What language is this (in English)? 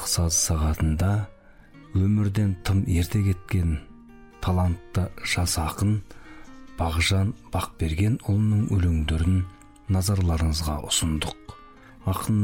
Kazakh